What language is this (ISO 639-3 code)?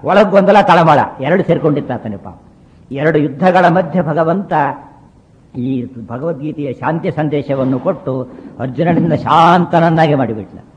kan